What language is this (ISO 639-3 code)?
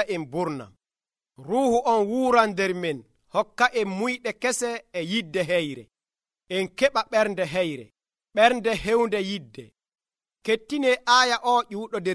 fuv